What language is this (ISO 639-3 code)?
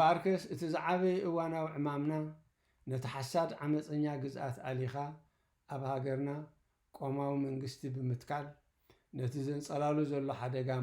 tir